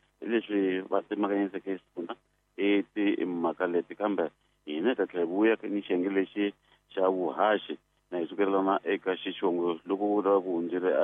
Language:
Tsonga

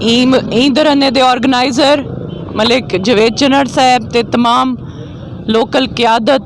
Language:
Saraiki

